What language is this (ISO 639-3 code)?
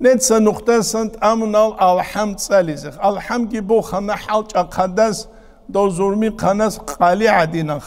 ava